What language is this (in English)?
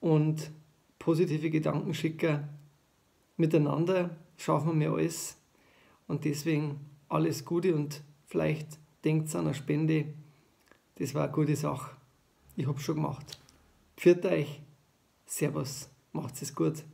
Bavarian